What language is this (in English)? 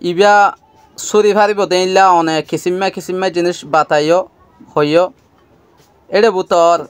Rohingya